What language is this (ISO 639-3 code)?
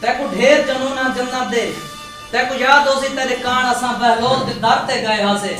skr